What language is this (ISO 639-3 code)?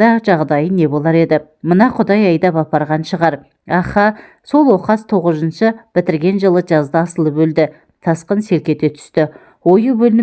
kaz